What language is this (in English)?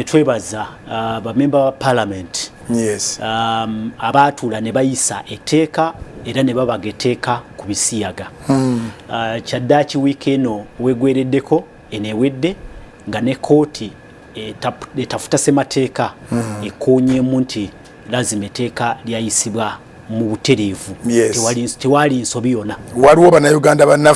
Ganda